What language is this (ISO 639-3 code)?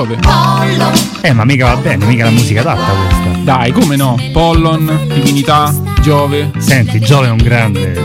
ita